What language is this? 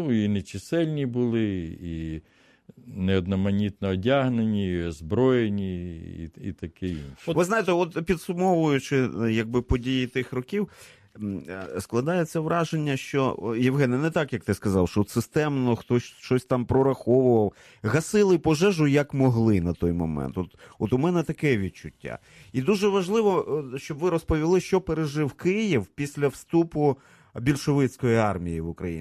Ukrainian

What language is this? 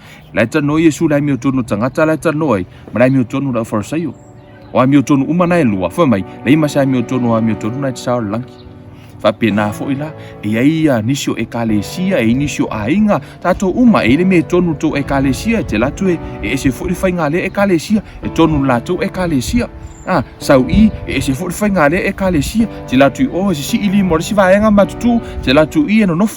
Samoan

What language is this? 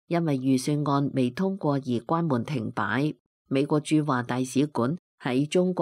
Cantonese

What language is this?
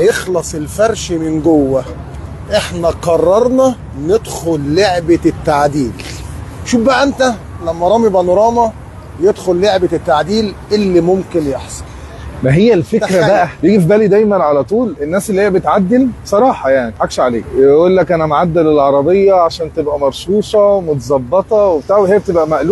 Egyptian Arabic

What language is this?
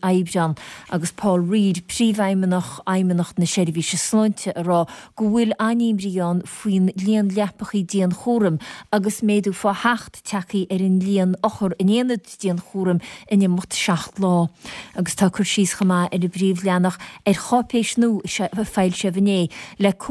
Irish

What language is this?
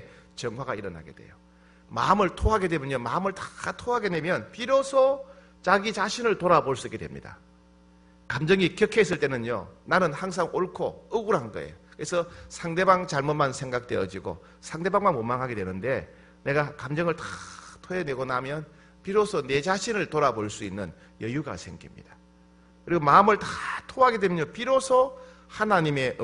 Korean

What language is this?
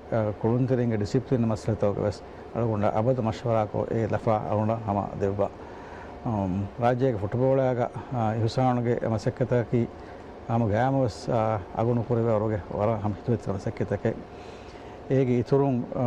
Divehi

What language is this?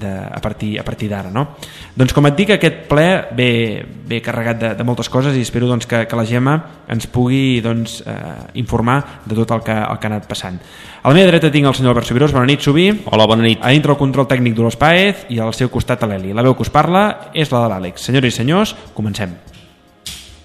Catalan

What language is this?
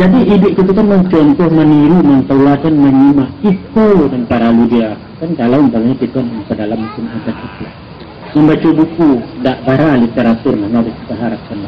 Minangkabau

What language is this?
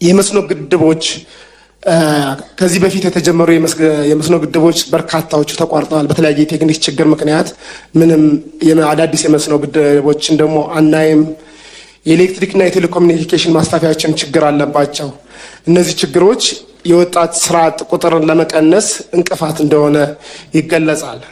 Amharic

